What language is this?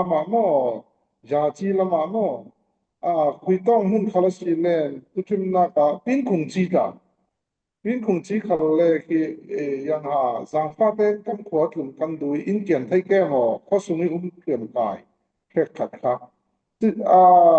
Falam Chin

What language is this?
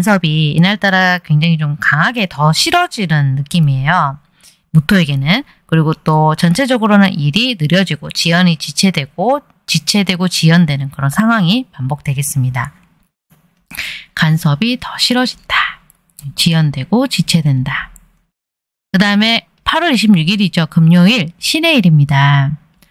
Korean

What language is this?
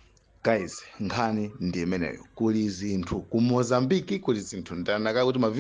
Nyanja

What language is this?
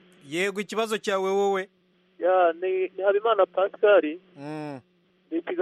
Kinyarwanda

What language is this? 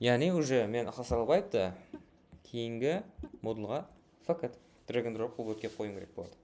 Kara-Kalpak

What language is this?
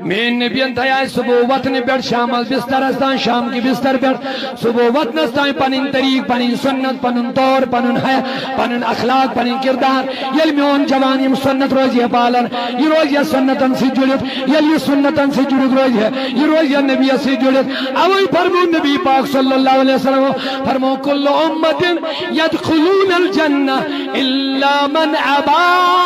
Kashmiri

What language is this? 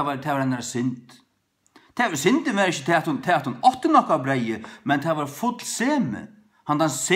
Faroese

